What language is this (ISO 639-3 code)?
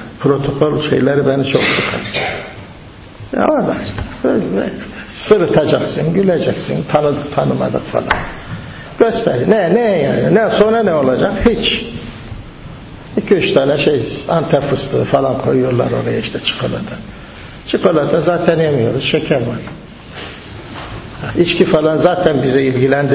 tur